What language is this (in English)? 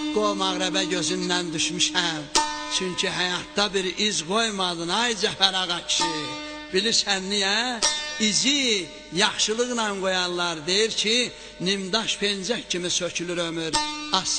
South Azerbaijani